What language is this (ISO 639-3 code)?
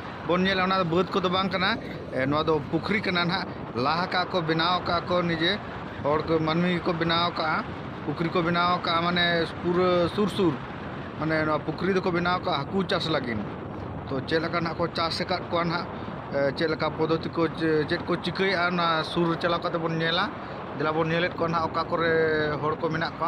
sat